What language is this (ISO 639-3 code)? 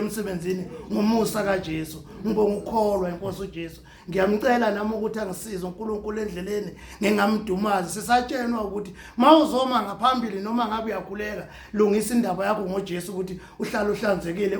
zul